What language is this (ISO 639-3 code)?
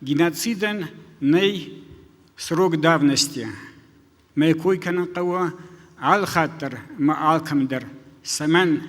oss